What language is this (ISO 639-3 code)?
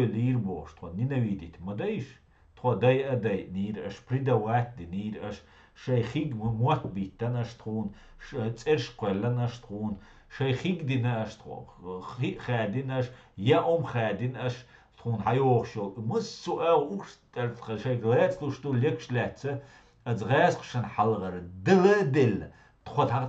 che